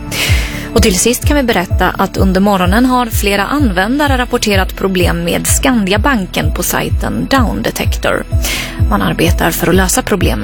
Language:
Swedish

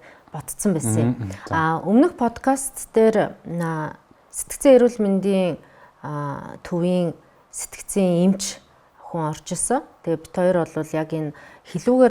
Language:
Mongolian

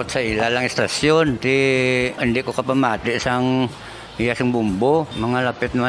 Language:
Hiligaynon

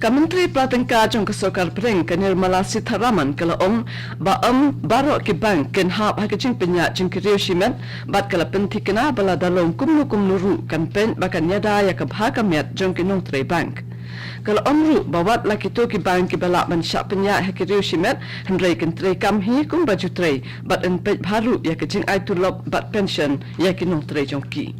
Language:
Khasi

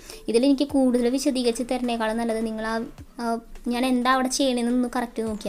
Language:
Malayalam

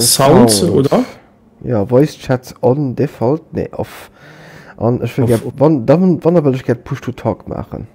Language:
Luxembourgish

